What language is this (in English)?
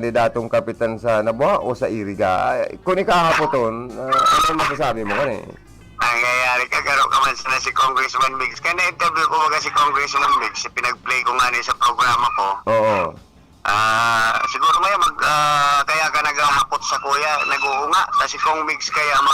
Bikol